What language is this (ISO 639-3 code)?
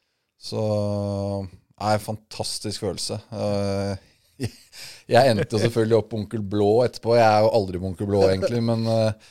nor